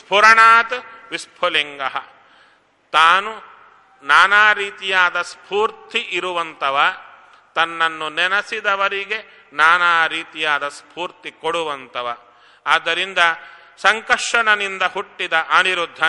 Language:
Kannada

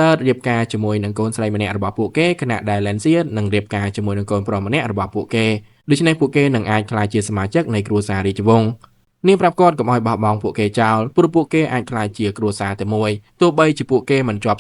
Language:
Khmer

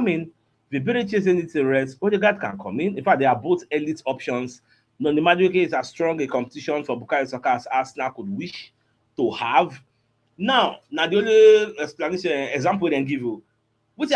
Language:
Nigerian Pidgin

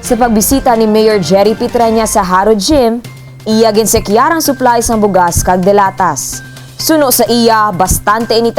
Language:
Hiligaynon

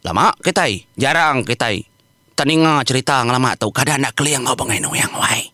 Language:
Iban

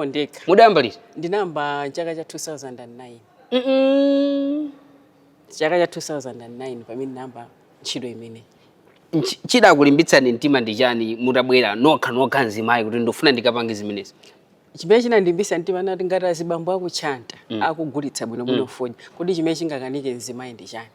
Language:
Nyanja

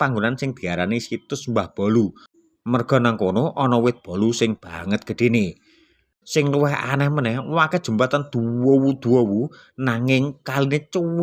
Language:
Javanese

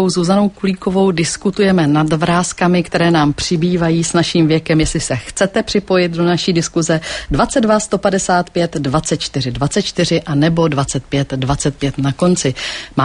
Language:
Czech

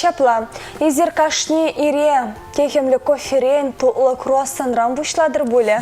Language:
Chuvash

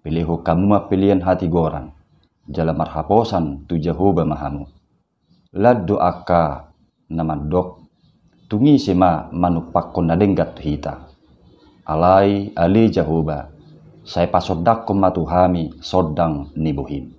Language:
Batak Toba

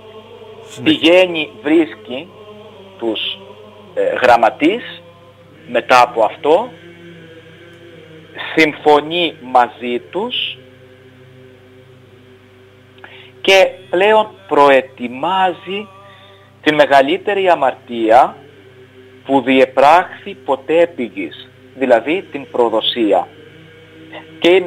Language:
Greek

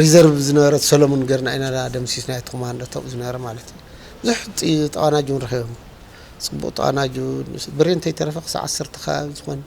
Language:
Tigrinya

